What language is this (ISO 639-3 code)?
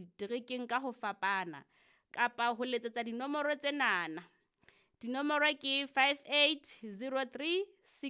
sot